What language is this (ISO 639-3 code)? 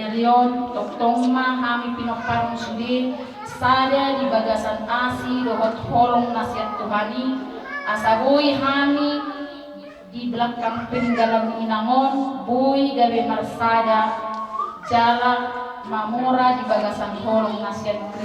bbc